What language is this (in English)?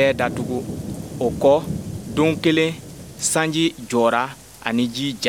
Bambara